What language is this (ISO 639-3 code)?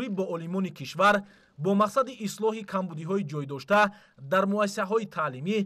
tgk